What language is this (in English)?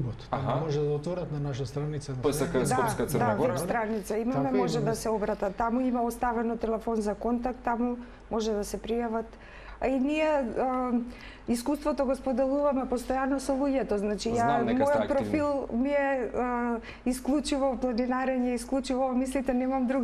Macedonian